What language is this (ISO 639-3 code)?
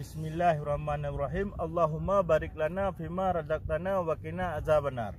ace